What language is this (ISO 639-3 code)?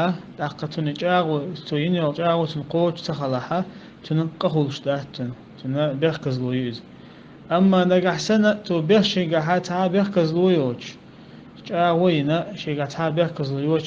che